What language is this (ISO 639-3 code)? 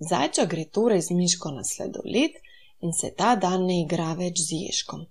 slv